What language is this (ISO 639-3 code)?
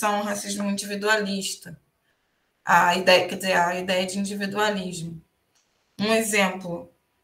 por